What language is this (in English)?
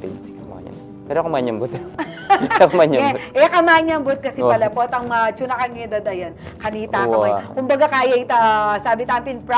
Pampanga